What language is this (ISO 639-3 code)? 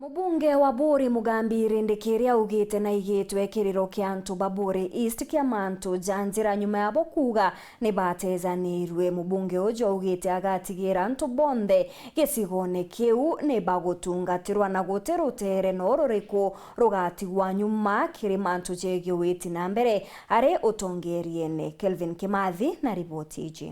mer